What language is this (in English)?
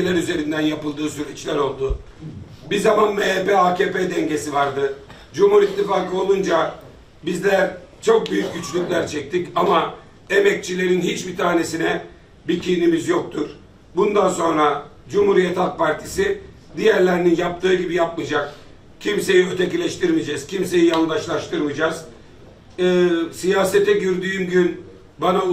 Turkish